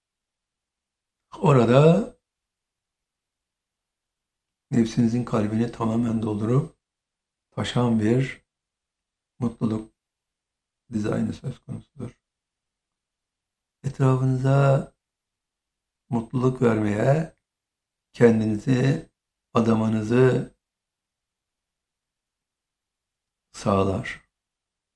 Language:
Turkish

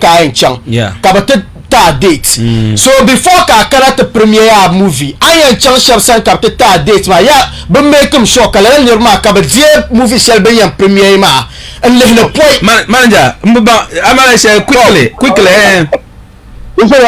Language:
Dagbani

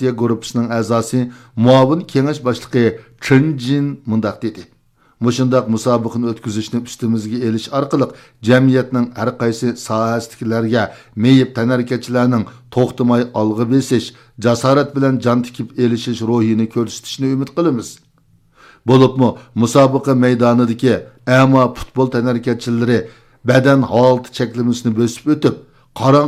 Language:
Uyghur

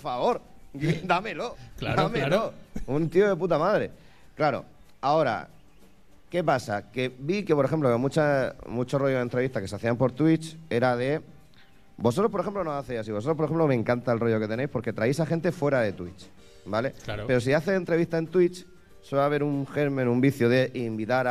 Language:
Spanish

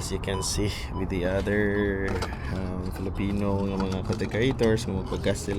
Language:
Cebuano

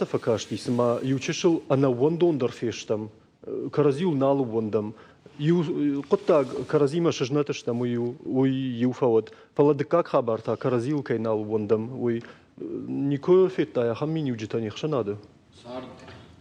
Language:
Ossetic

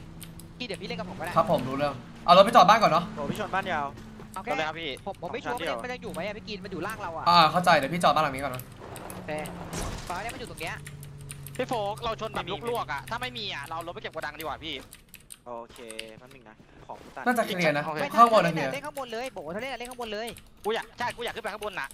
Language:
Thai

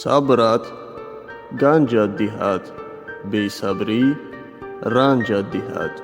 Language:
Tajik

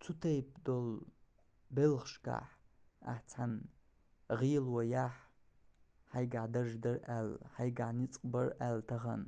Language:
Chechen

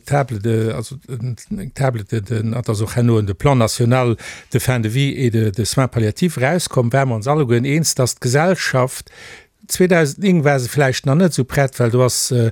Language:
Luxembourgish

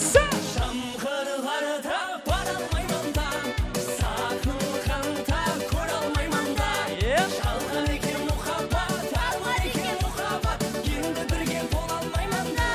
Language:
Kara-Kalpak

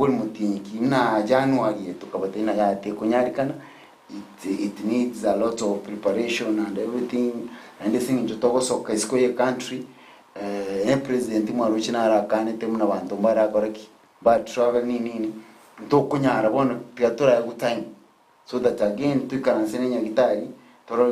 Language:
Gusii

